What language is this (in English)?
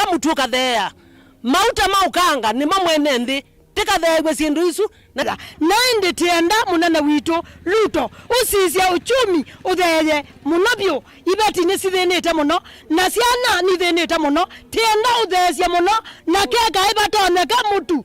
Kamba